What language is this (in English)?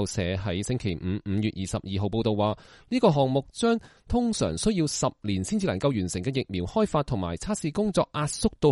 Cantonese